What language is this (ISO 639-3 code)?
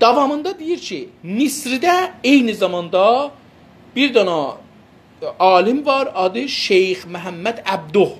azb